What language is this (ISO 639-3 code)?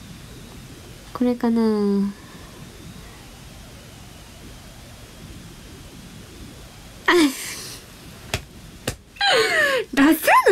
jpn